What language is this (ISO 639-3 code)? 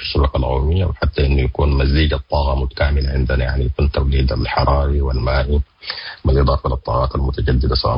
apd